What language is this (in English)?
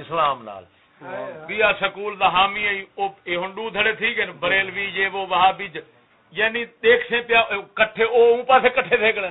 Saraiki